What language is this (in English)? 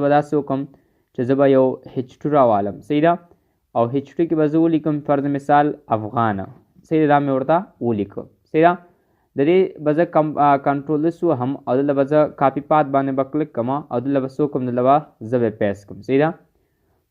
Pashto